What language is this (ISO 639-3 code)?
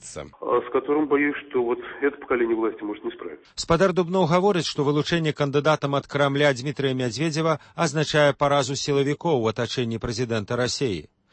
bel